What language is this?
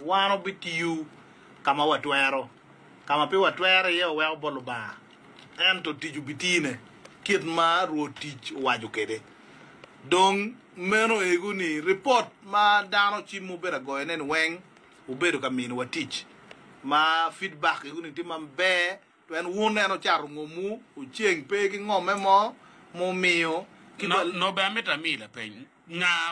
Acoli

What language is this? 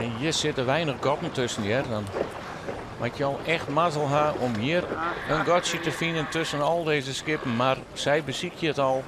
Western Frisian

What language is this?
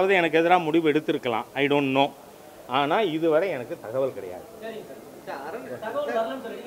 Tamil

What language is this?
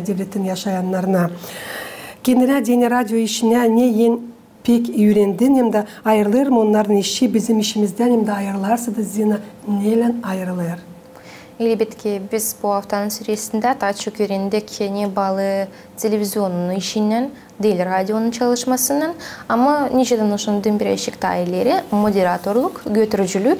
Gagauz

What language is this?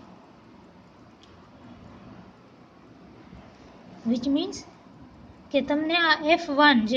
Gujarati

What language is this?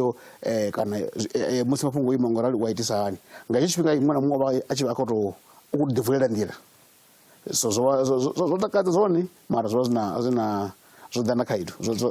Venda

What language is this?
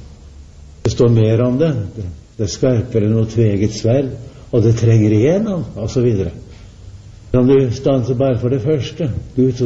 Norwegian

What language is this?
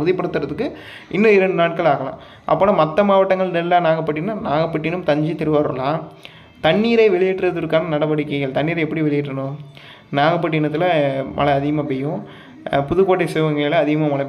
Tamil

